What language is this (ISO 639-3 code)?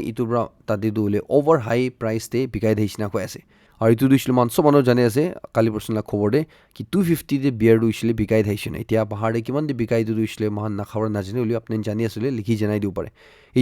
nag